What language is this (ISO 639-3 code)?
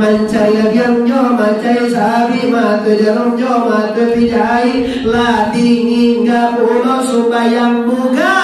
min